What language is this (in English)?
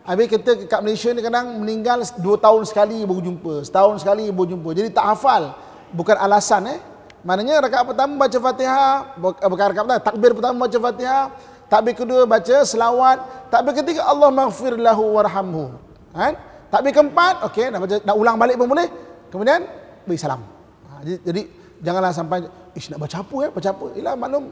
Malay